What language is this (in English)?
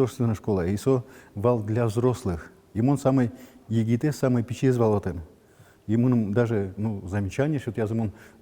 Udmurt